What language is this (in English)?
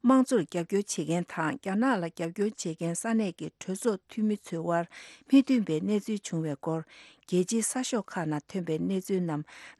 Tibetan